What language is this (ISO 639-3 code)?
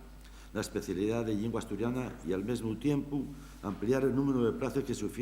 ast